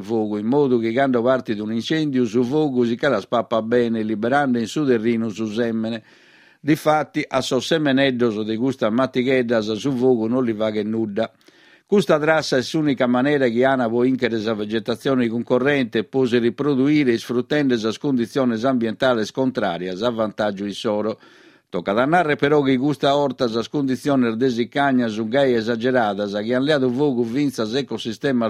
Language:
Sardinian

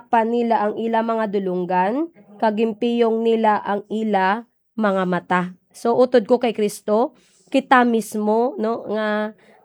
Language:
Hiligaynon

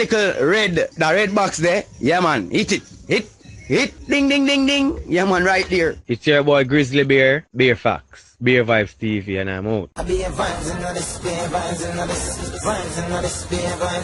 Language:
Jamaican Creole English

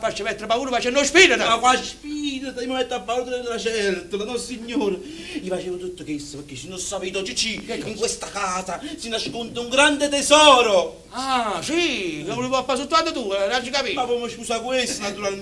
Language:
Neapolitan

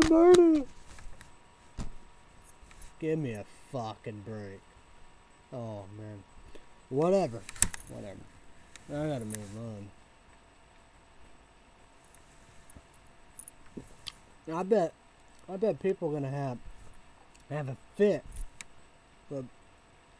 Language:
English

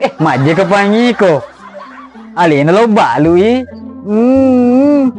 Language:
Buginese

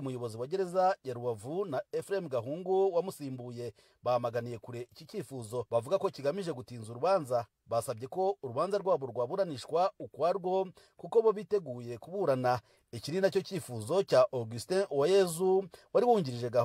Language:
Kinyarwanda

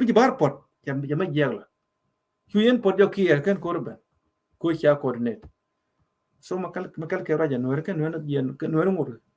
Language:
Nuer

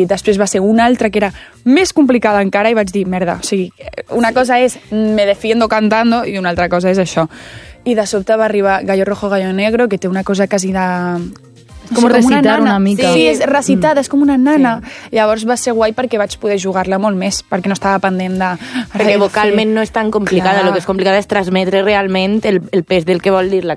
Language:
Catalan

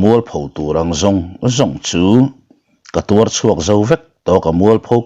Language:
Mizo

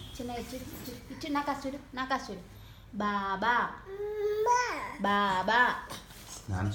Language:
Telugu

